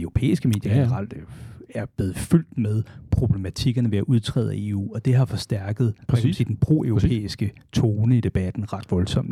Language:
Danish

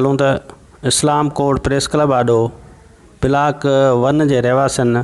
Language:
Sindhi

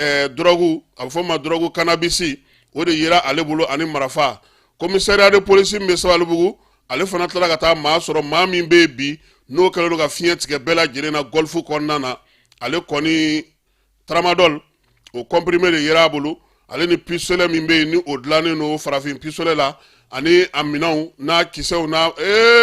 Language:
Bambara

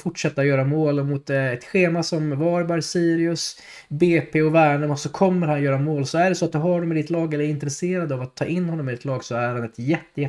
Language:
Swedish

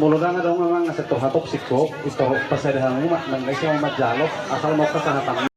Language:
Batak Toba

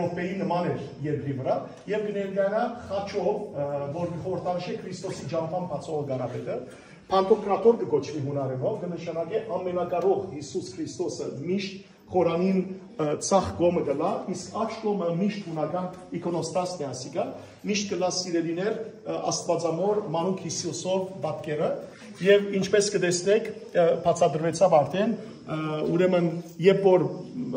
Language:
Western Armenian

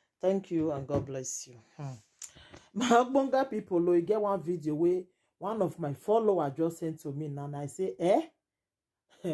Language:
Nigerian Pidgin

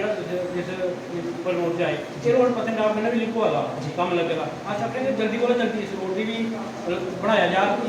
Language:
Dogri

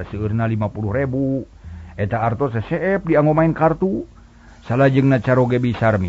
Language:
Sundanese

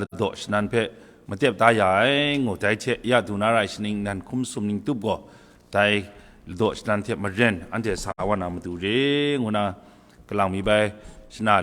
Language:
Kachin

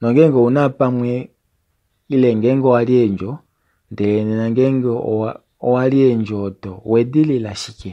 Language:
Kuanyama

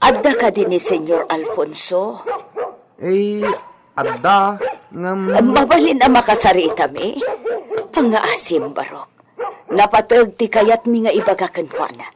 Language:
Iloko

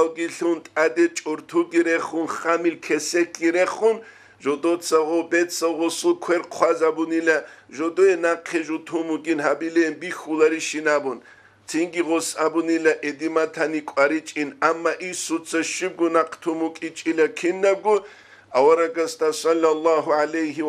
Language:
Avaric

